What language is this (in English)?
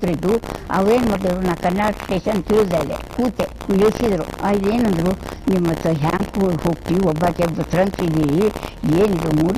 Kannada